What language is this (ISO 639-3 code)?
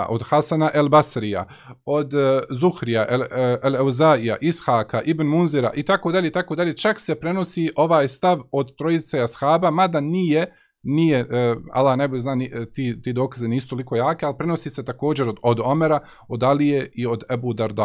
bos